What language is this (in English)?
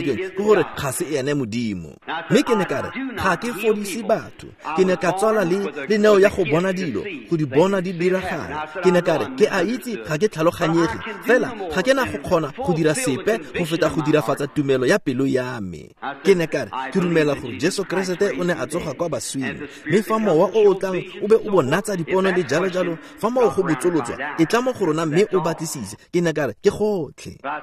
Tswana